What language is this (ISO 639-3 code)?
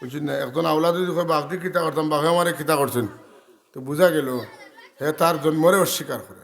syl